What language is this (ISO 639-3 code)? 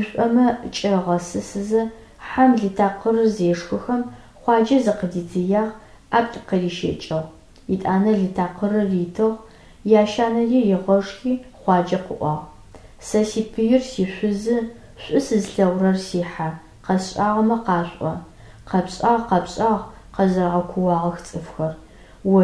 ady